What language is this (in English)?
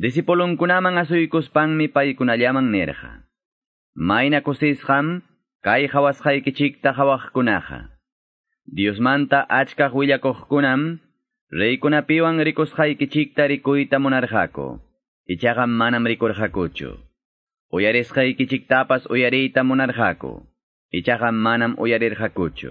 Quechua